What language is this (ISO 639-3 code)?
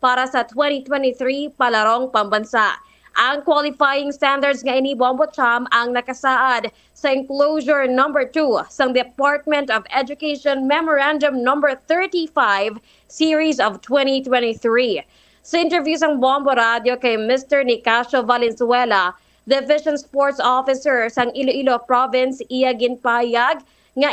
hil